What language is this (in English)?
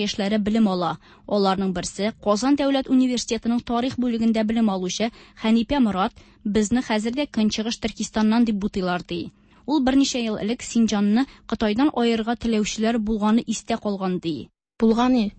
Tatar